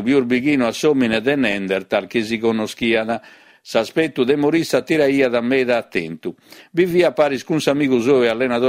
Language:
Sardinian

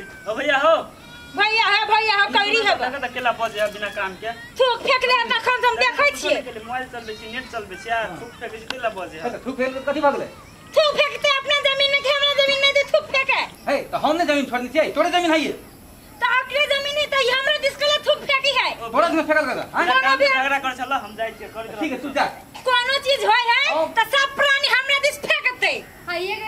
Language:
Maithili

